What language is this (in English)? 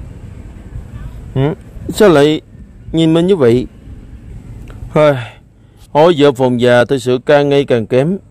Vietnamese